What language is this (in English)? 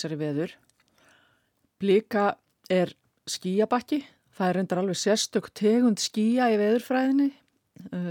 Icelandic